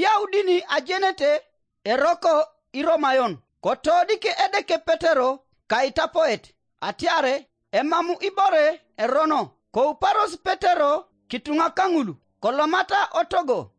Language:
Teso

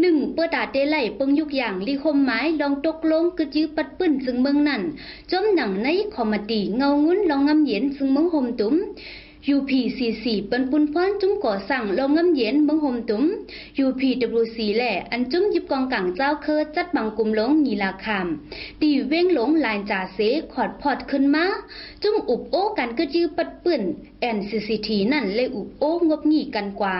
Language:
Shan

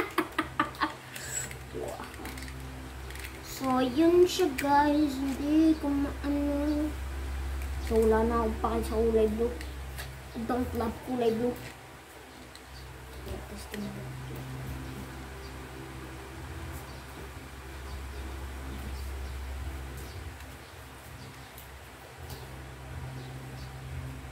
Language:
Filipino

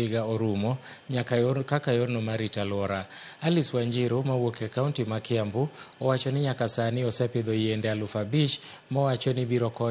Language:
Luo (Kenya and Tanzania)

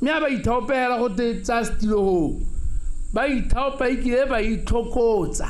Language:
Tswana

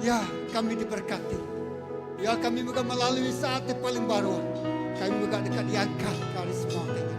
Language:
Iban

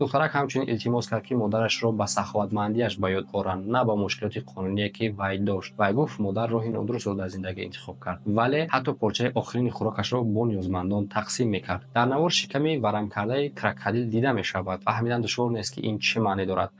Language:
Tajik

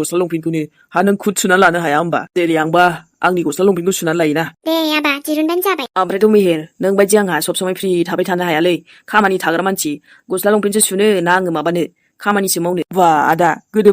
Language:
Bodo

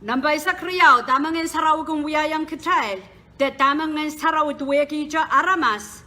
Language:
Pohnpeian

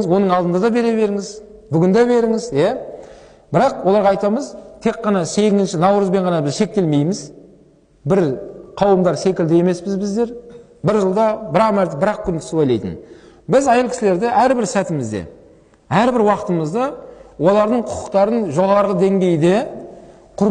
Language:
Kazakh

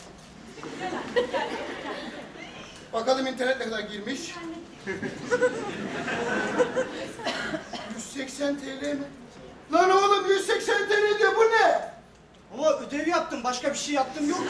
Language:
Turkish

